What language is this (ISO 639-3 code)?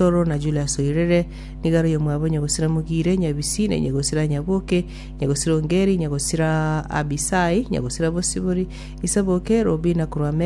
guz